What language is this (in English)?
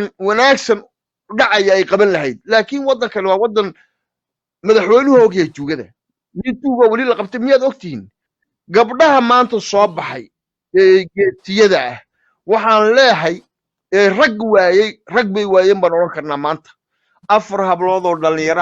Somali